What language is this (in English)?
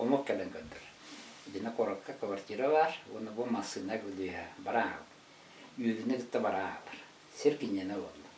Yakut